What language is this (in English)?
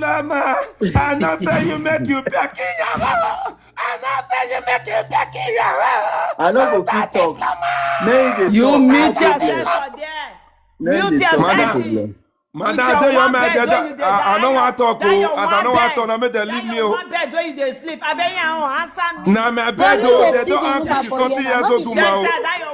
Nigerian Pidgin